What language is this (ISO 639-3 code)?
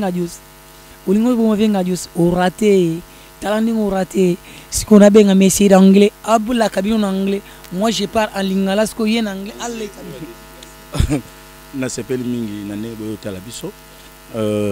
lin